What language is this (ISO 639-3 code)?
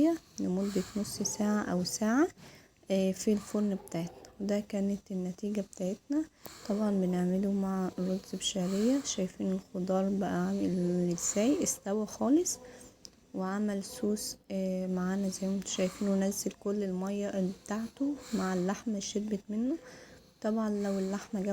arz